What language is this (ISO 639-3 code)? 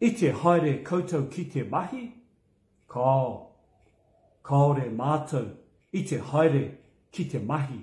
mri